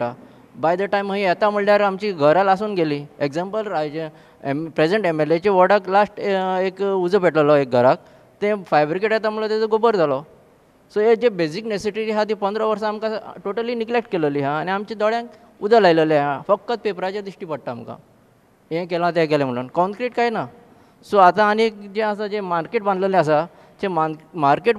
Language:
Konkani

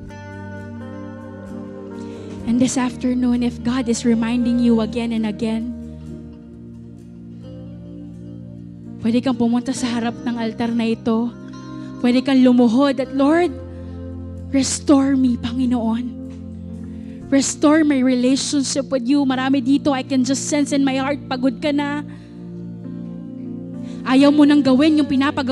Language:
Filipino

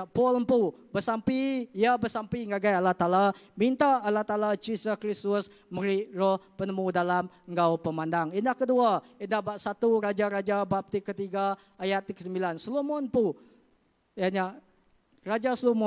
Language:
Iban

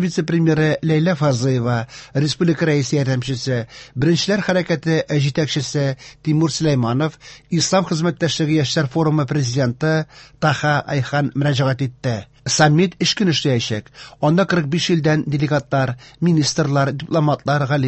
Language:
Tatar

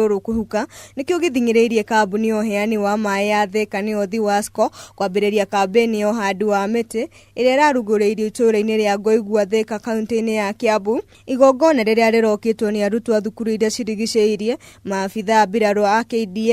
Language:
Kikuyu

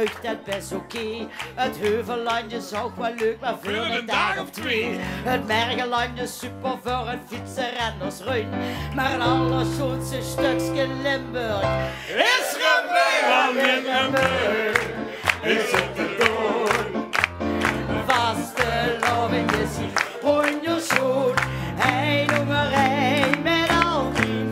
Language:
Limburgish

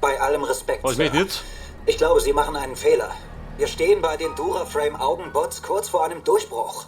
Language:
Bavarian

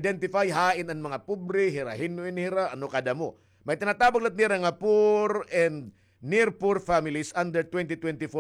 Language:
Waray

